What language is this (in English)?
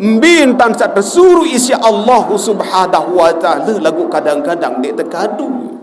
Sasak